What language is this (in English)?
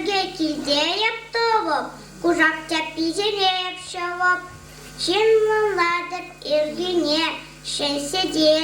Chuvash